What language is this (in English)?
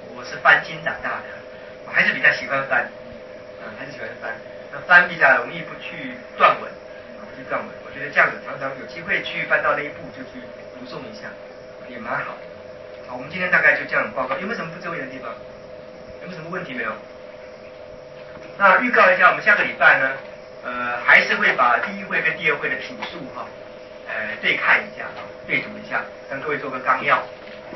Chinese